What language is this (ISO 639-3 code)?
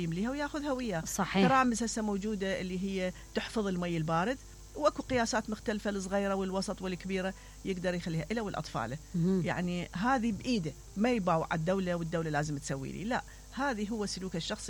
acm